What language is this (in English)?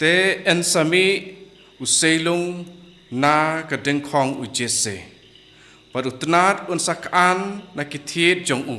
Khasi